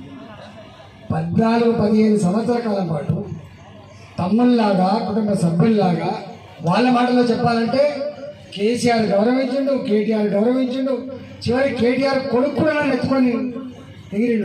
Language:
Telugu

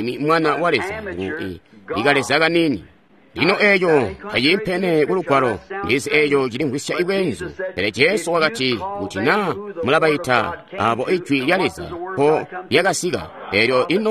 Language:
Tonga (Zambia)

